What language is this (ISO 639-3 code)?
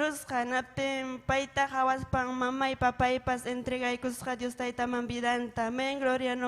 quy